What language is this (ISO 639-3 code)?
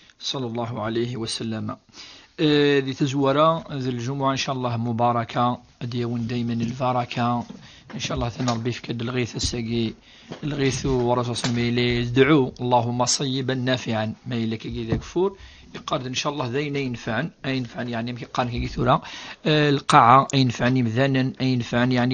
kab